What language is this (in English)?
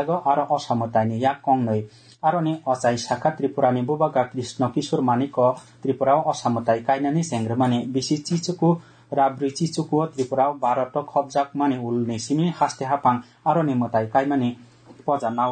Kok Borok